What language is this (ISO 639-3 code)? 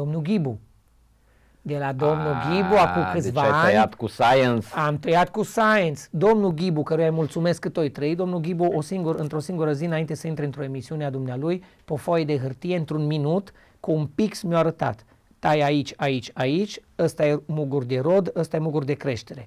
ron